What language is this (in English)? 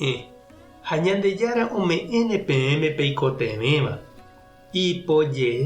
Guarani